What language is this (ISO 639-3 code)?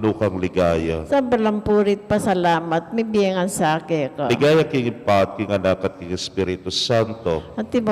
pam